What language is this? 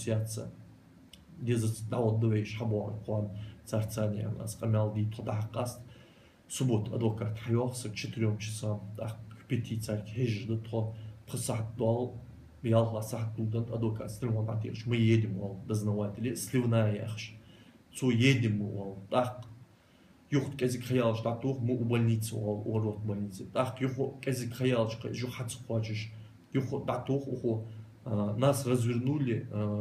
Ingush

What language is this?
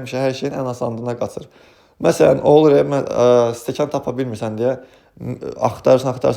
Azerbaijani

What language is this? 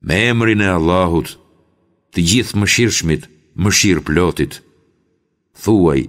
Albanian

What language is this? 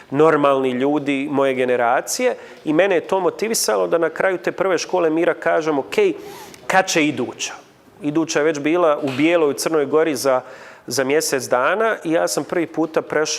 Bosnian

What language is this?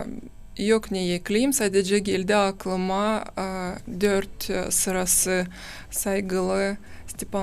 Gagauz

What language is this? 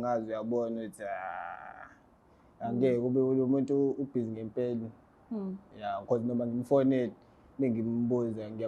Zulu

